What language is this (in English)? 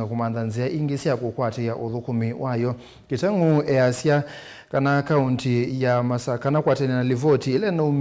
Kamba